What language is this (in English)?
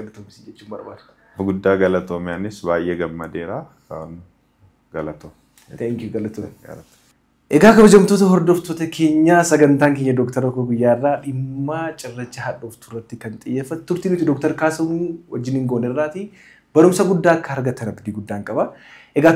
Oromo